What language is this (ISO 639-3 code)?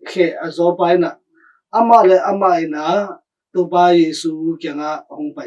ctd